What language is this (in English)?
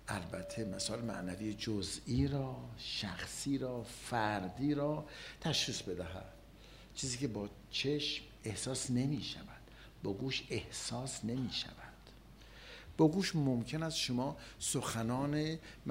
Persian